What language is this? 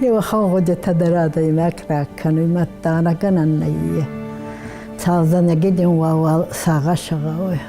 Ossetic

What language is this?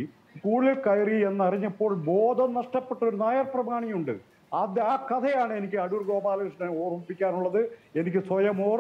Malayalam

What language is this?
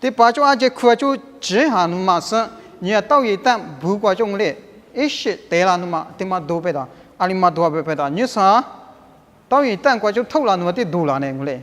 Lisu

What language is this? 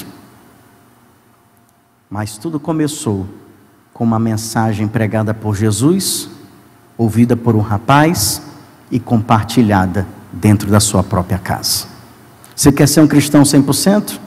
Portuguese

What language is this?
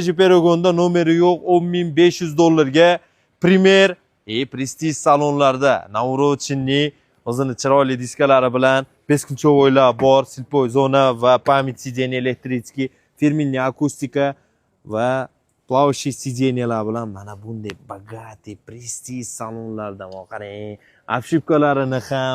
Uzbek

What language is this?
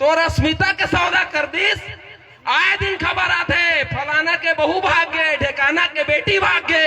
Chhattisgarhi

